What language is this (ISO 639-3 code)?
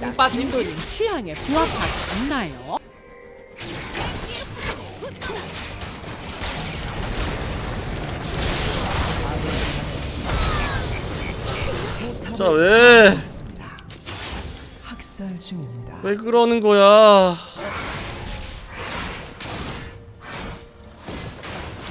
kor